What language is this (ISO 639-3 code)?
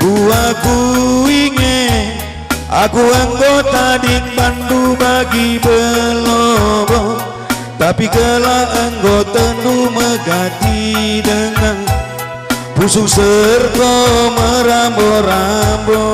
btx